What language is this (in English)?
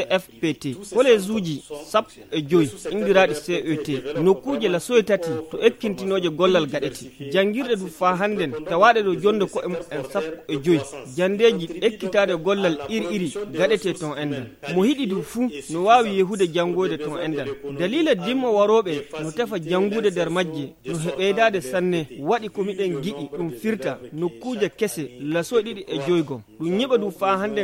Fula